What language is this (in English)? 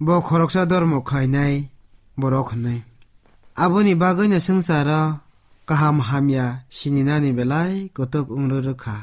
Kok Borok